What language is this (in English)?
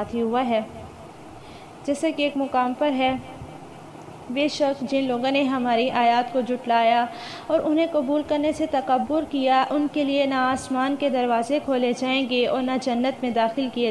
Urdu